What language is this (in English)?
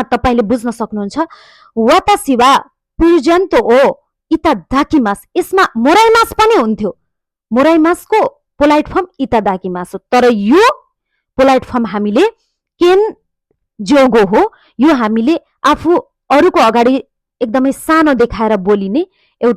Nepali